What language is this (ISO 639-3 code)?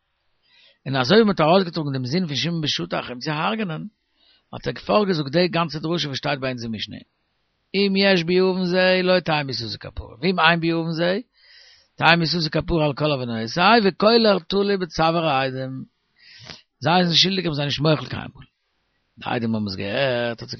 yid